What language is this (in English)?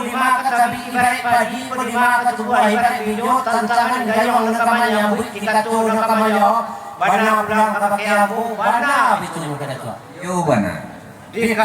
Minangkabau